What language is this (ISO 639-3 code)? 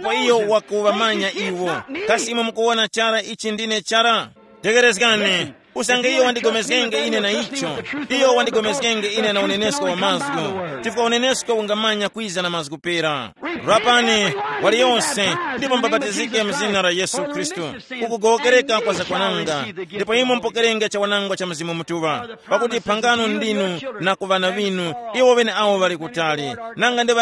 tum